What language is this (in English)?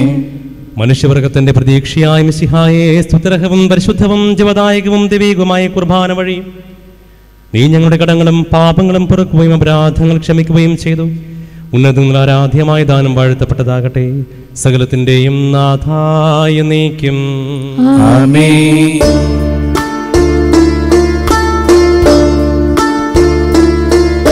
Malayalam